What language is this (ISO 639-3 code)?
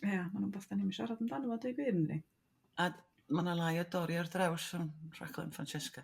cym